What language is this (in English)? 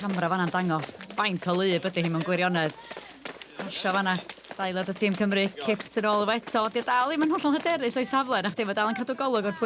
Welsh